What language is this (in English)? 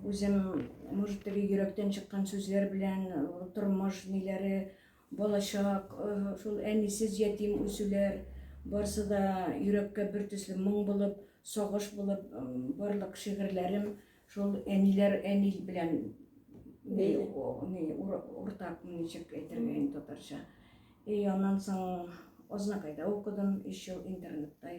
Tatar